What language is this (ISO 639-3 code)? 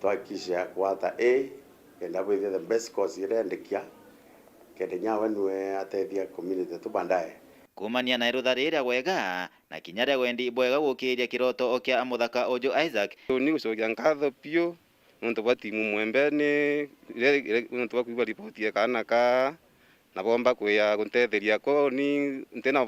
mer